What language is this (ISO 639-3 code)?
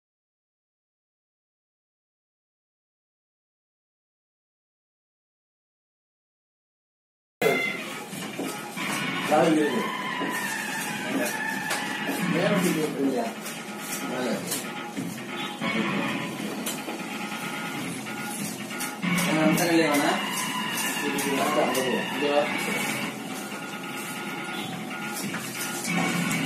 tam